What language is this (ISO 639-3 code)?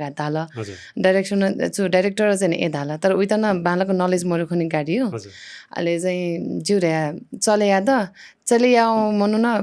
new